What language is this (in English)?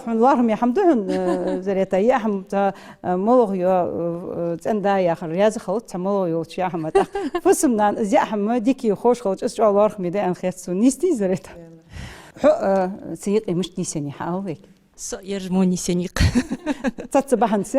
Ingush